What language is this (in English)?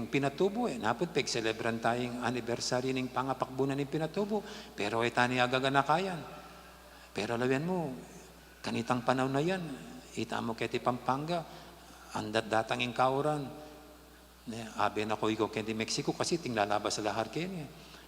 Pampanga